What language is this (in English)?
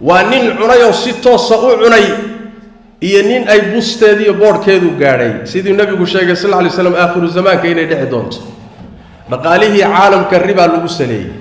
Somali